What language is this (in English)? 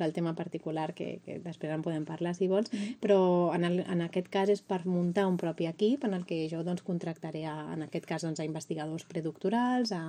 Catalan